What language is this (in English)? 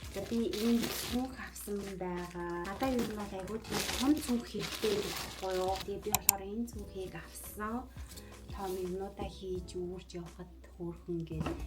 Mongolian